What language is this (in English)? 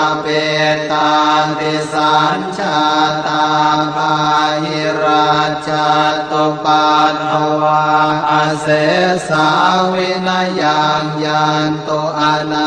Pali